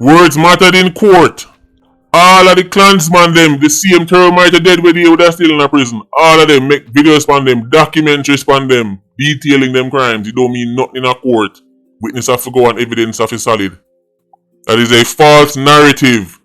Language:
Jamaican Creole English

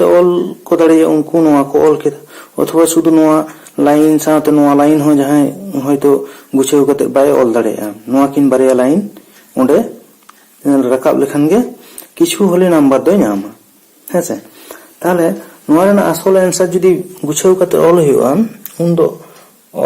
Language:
Santali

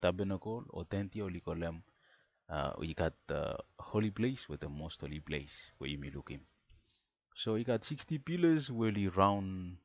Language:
Bislama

